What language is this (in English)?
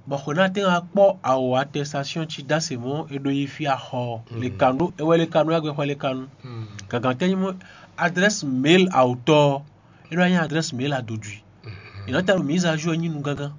Fon